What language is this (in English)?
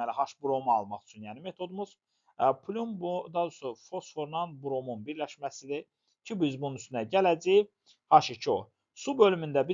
Azerbaijani